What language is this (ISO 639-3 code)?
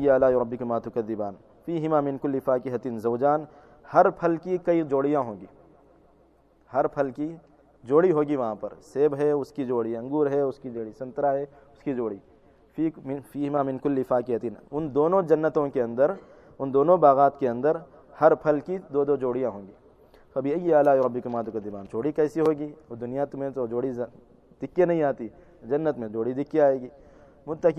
urd